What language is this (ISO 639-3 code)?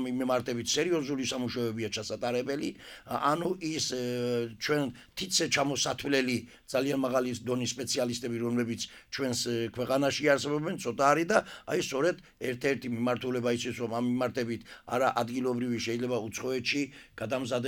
kat